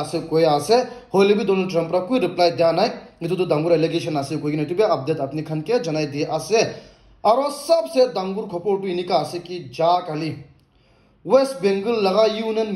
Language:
Naga Pidgin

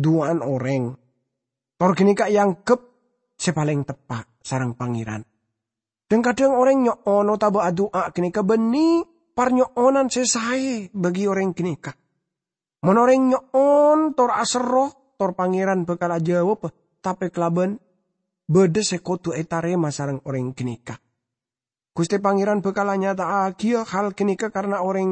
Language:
Madurese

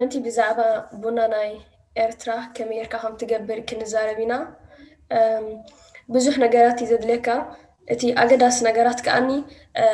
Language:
Tigrinya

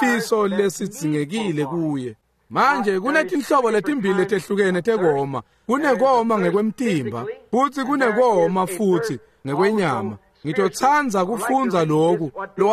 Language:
Swati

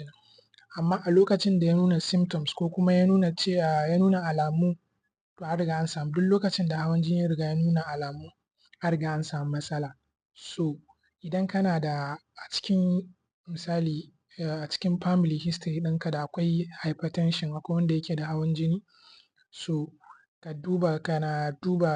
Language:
Hausa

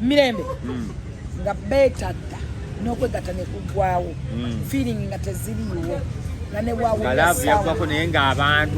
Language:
Ganda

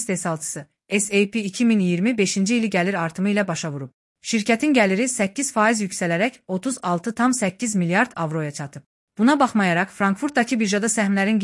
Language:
Azerbaijani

